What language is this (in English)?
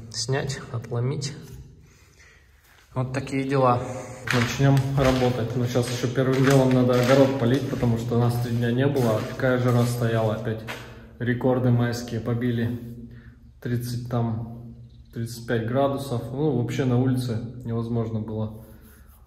Russian